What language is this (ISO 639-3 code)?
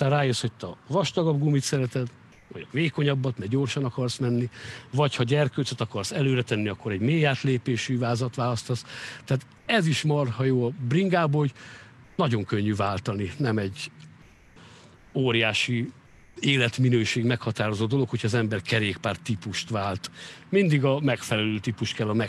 hun